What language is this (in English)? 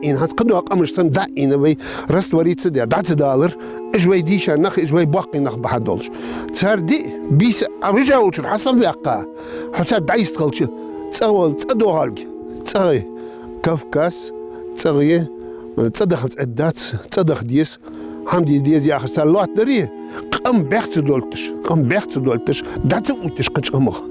Ingush